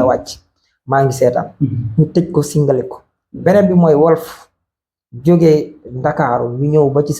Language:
Wolof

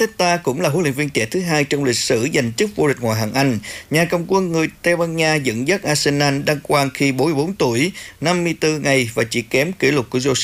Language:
Vietnamese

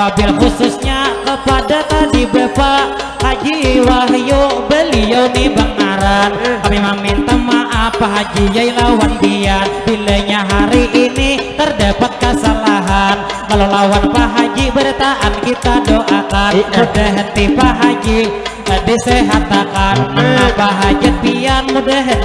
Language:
Banjar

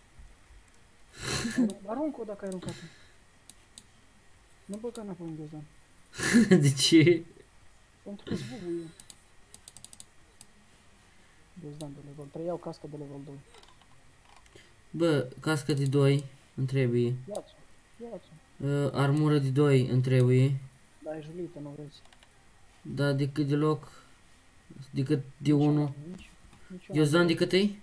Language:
Romanian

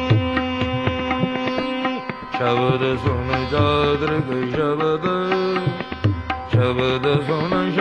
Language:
Punjabi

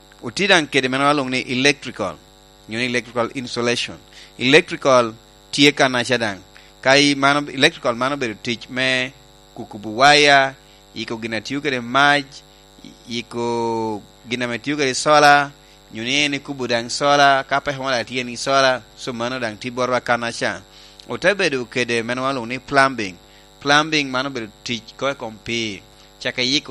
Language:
Lango (Uganda)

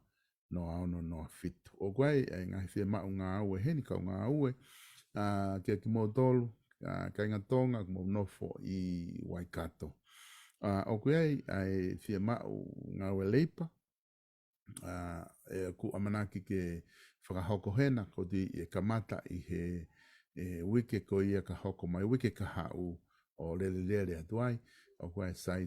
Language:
Tongan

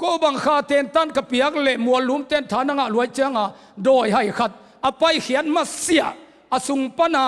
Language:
Tedim Chin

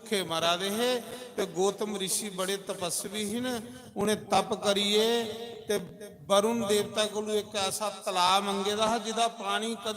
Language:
Dogri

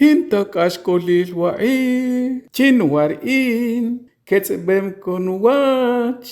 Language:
Achi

